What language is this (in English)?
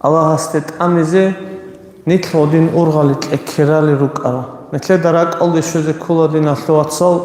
Avaric